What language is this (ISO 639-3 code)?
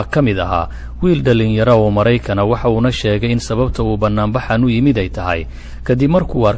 som